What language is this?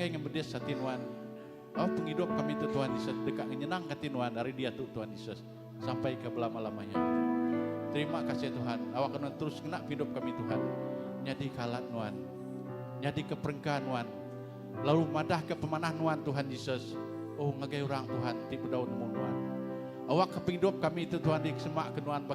Iban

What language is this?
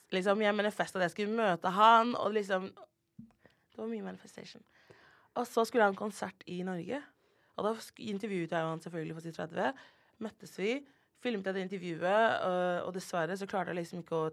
Norwegian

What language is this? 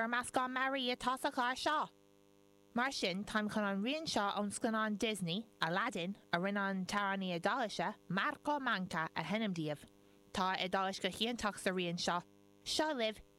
Irish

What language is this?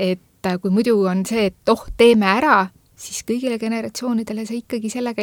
Estonian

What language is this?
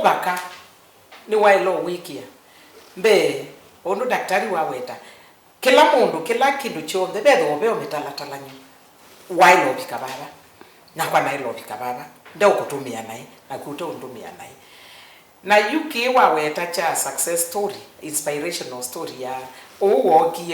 Kamba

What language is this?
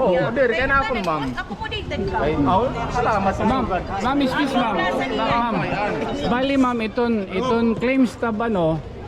Waray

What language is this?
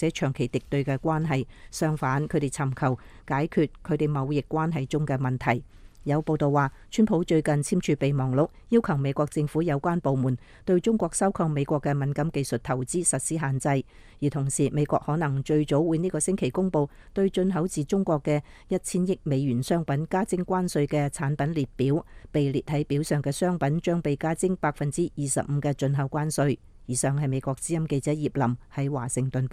Cantonese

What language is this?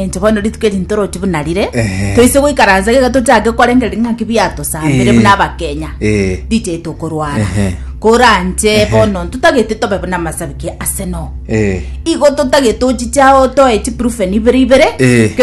Gusii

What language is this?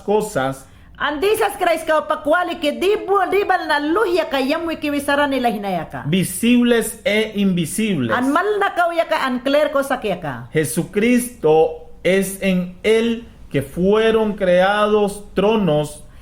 Mayangna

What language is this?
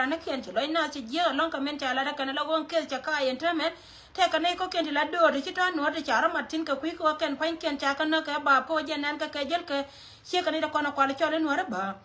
Nuer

